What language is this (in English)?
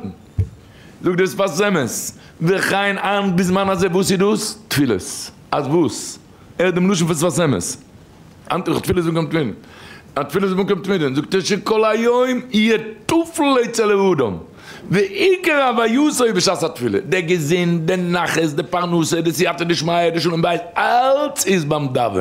Yiddish